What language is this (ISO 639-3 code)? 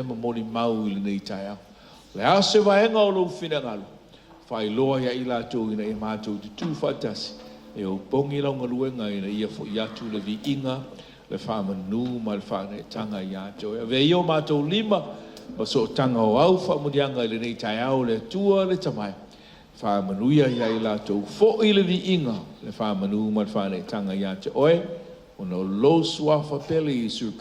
smo